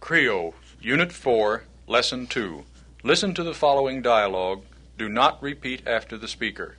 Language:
Krio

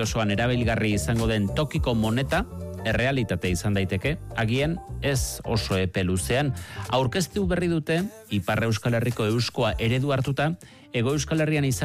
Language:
Basque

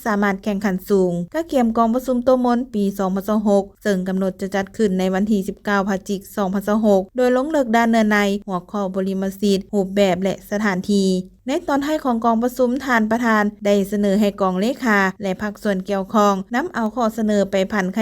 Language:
Lao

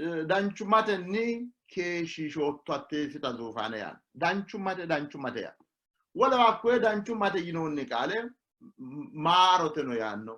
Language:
Sidamo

